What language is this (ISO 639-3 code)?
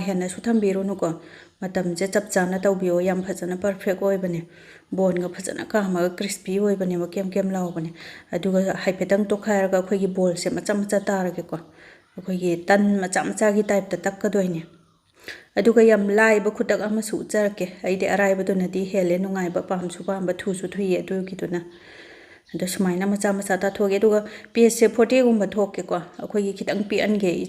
mni